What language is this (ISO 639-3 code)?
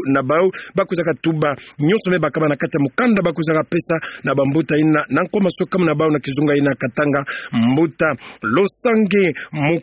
ktu